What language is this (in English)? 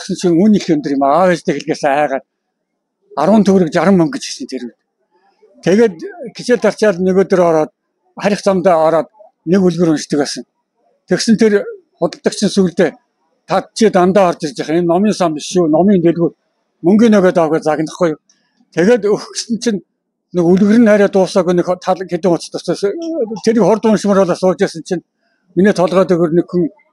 Mongolian